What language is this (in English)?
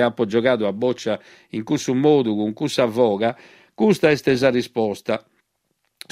Sardinian